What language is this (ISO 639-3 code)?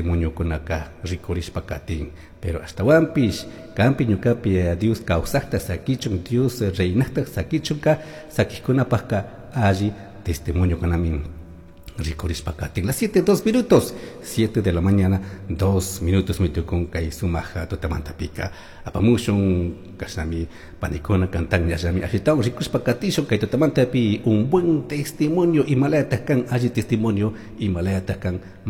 qug